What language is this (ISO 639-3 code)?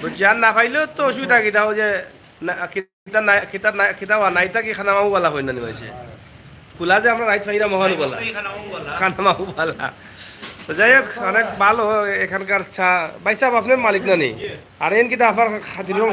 syl